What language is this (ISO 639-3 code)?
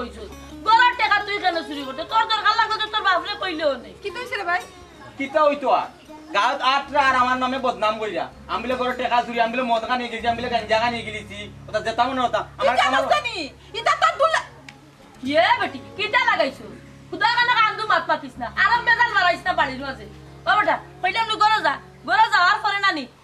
syl